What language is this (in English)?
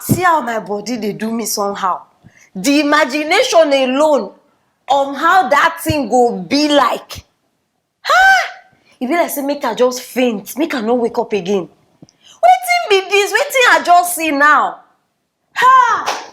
Nigerian Pidgin